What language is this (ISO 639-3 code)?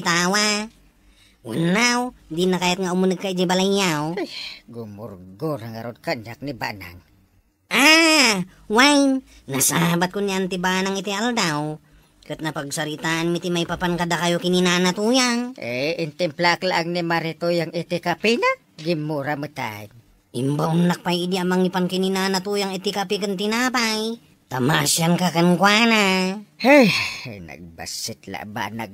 ilo